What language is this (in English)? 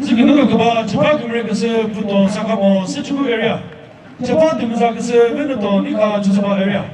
Chokri Naga